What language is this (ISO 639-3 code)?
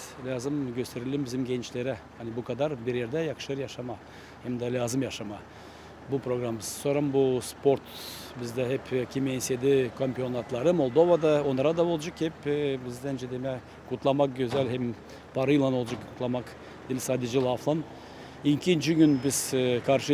gag